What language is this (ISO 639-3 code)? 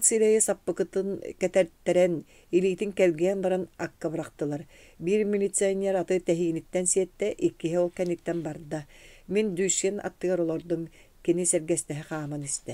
sah